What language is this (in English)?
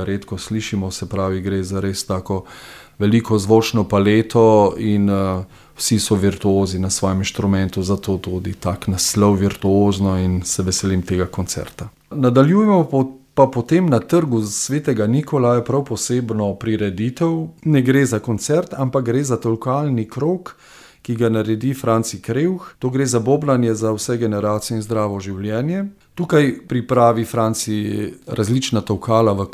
Slovenian